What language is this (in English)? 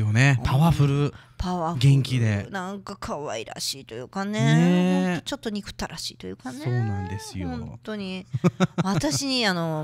Japanese